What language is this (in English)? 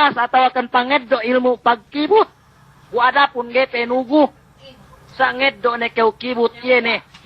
Yakan